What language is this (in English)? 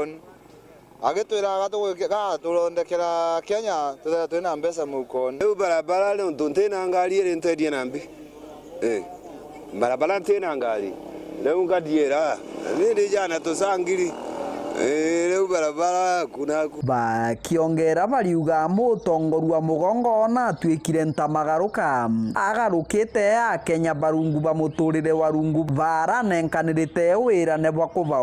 Meru